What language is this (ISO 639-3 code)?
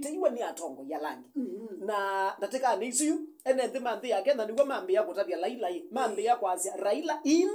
kam